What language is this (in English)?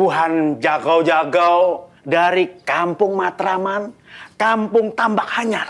Banjar